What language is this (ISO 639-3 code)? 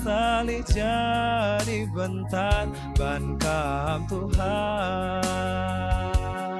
btx